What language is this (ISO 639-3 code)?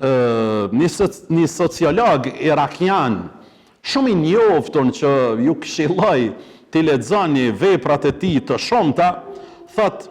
sqi